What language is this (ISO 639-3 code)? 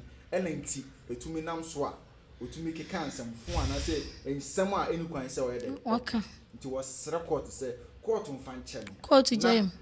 aka